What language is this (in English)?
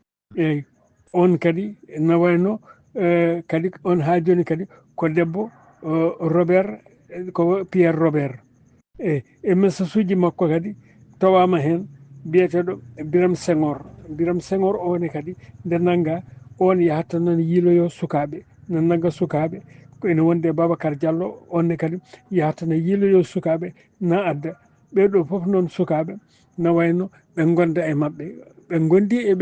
Fula